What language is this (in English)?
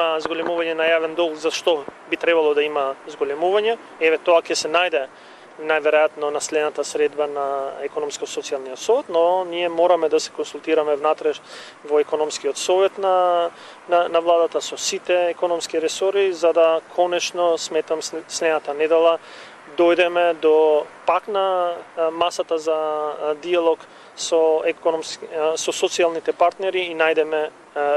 Macedonian